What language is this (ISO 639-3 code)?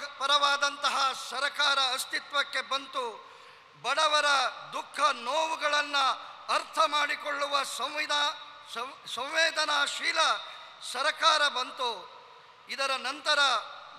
kan